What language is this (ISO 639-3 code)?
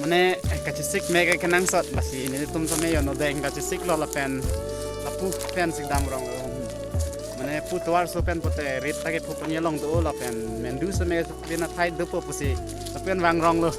mjw